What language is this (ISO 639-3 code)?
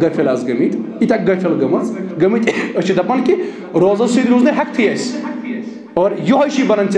kas